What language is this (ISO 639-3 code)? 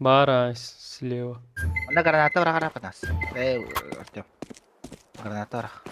sah